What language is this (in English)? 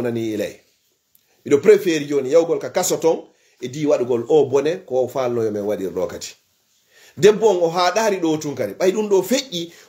Fula